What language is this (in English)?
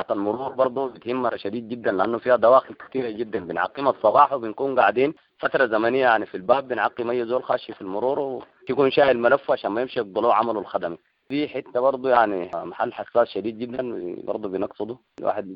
Sudanese Arabic